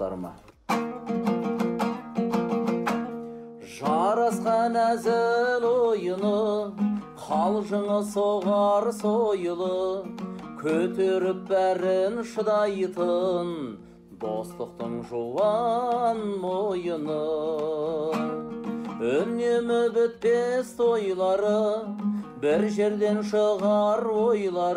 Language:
Kazakh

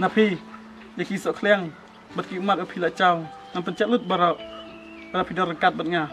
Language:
Khasi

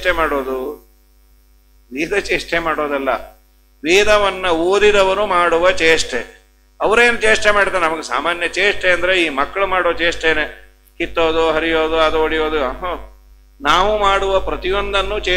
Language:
Kannada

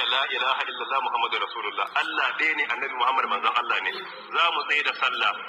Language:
Hausa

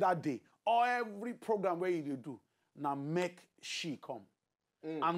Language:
Nigerian Pidgin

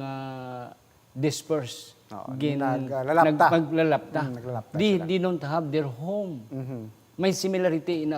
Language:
Hiligaynon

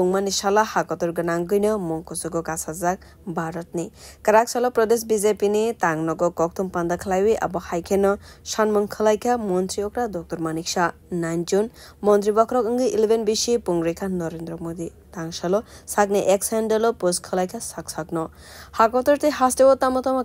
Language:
Kok Borok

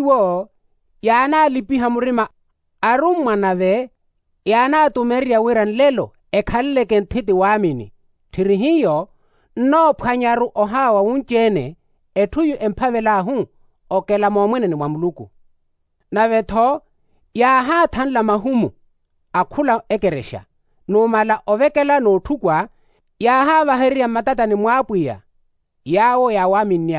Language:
Makhuwa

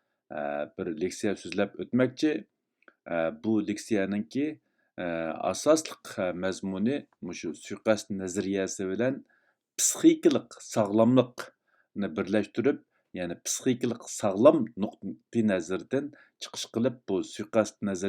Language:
Uyghur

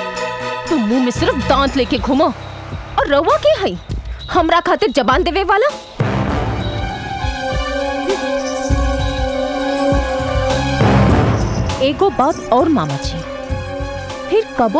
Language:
Bhojpuri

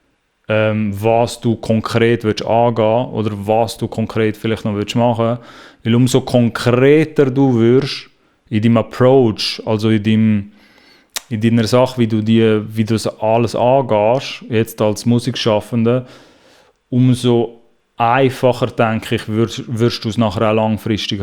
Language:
Swiss German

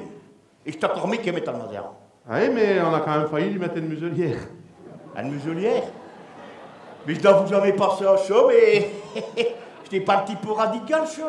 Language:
Picard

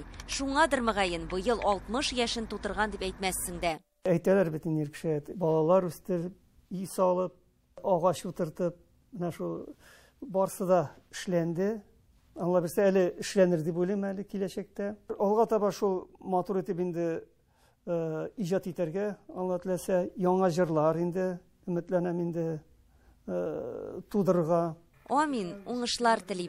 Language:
Tatar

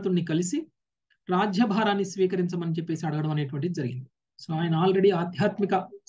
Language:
Telugu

